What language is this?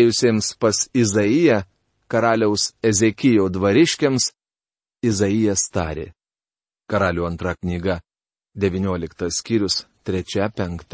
Lithuanian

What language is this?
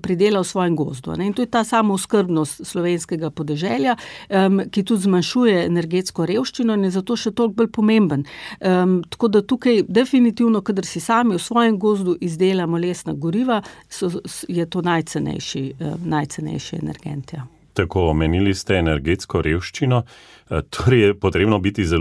Slovenian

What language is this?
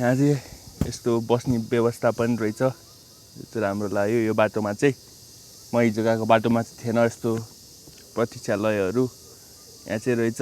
Nepali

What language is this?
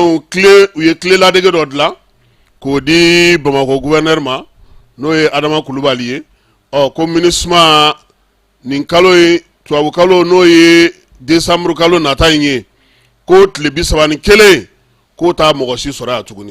Bambara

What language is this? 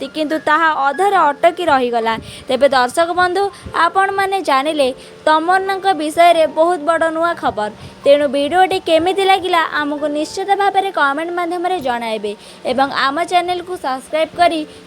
Odia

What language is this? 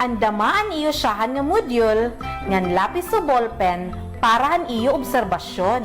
Waray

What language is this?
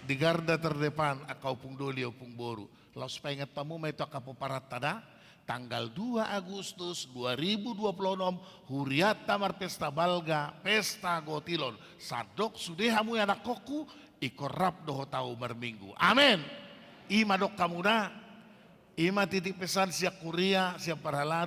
Batak Toba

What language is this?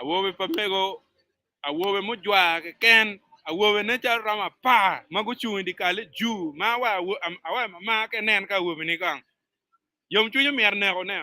Acoli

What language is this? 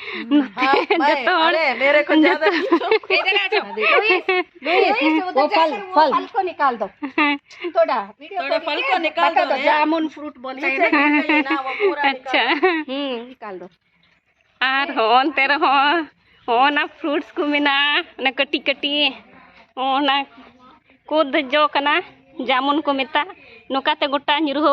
Santali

